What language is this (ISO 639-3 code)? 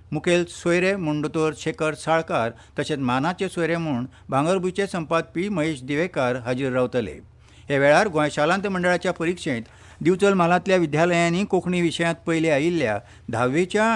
kok